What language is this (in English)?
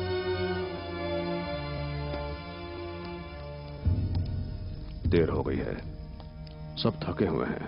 Hindi